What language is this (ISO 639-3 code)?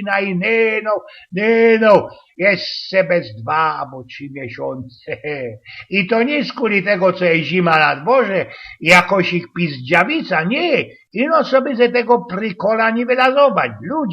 szl